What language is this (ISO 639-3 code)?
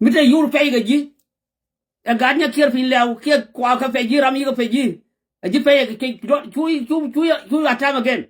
nus